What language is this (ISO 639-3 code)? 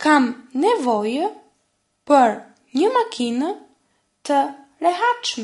sqi